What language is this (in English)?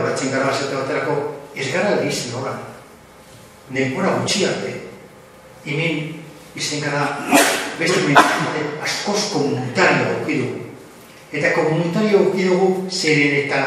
Basque